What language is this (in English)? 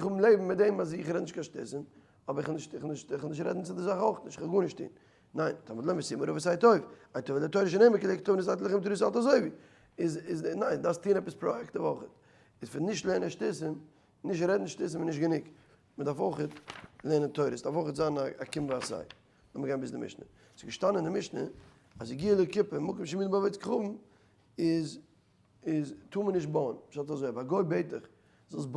Yiddish